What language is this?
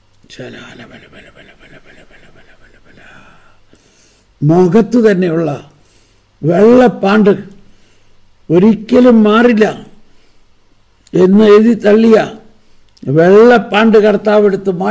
Malayalam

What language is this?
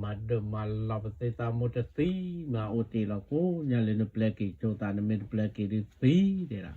S'gaw Karen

